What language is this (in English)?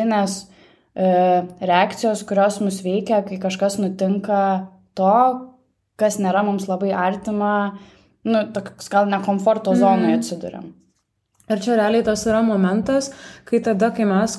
Lithuanian